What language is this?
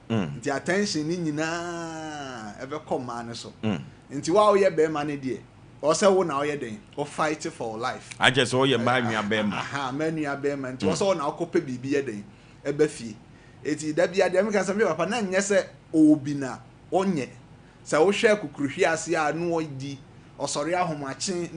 Akan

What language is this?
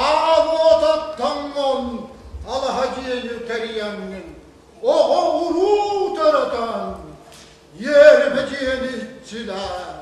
Yakut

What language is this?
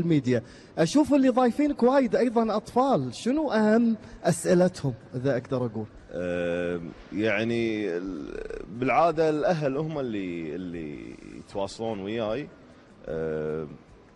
Gulf Arabic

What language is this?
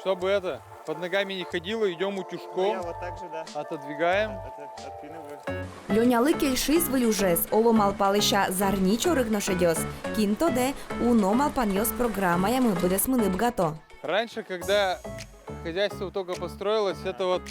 Udmurt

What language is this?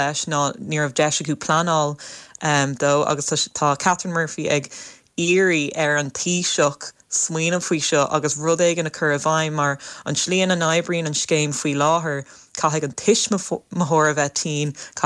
Irish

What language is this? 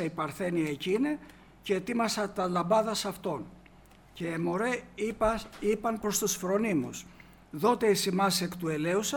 Greek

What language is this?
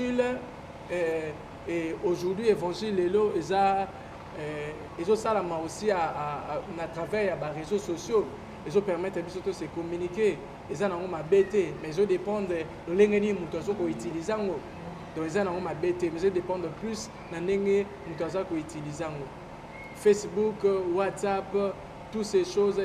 Lingala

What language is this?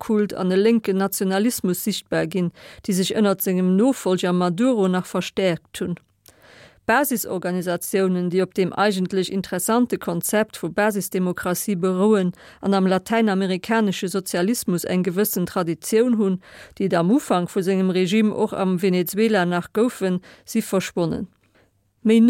Luxembourgish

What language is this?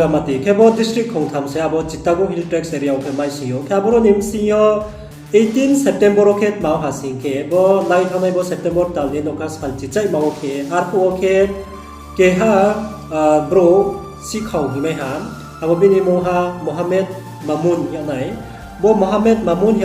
Riang (India)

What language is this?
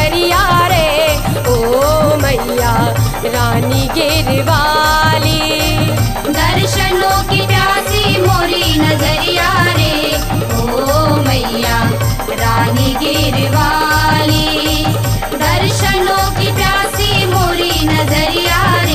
Bundeli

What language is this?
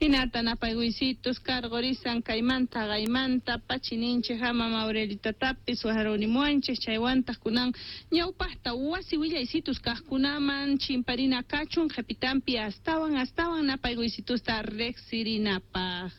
South Bolivian Quechua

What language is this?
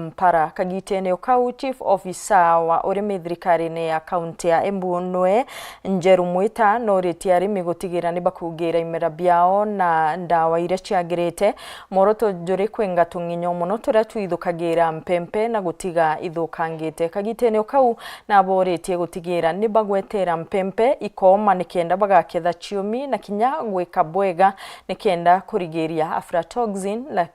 Meru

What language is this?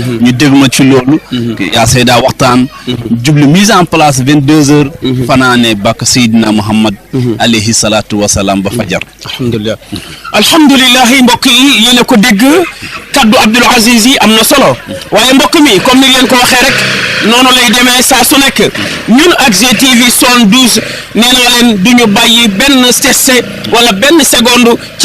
Wolof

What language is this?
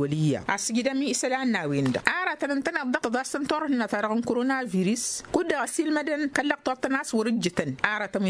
Tamasheq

